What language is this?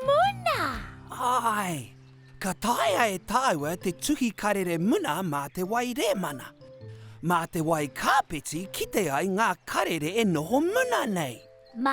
Māori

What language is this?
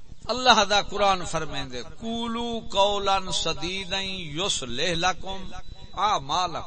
Saraiki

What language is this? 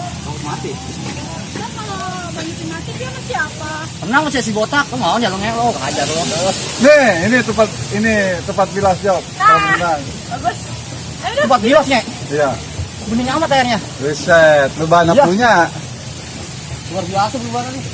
Betawi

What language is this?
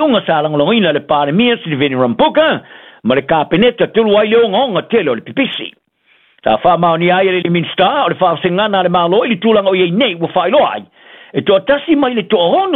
Samoan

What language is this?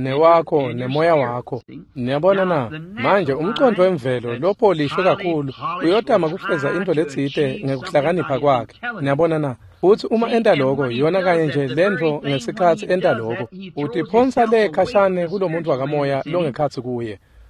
Swati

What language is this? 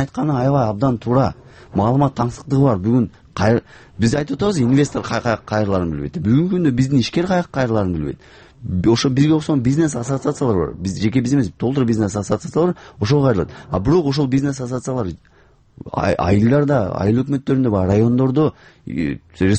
Kyrgyz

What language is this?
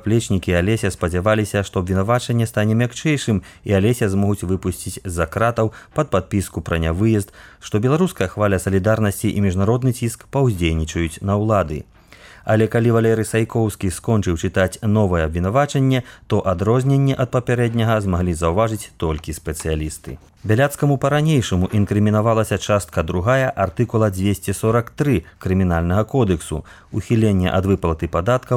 Belarusian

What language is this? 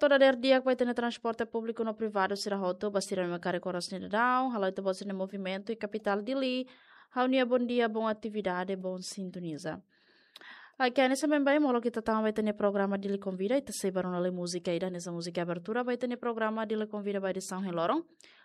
Tetum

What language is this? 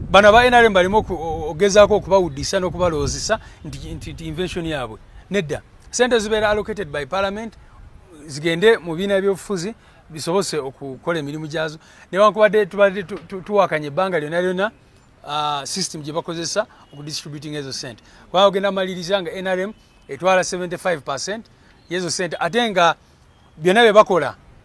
Ganda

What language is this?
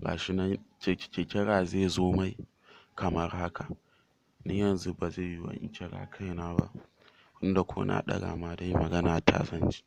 Hausa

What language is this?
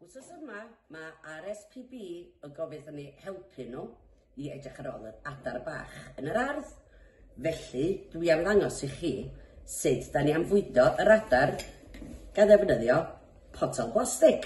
Welsh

